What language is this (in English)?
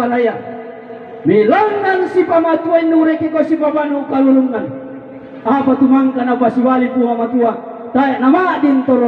Toraja-Sa'dan